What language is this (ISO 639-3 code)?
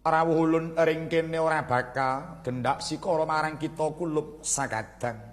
jav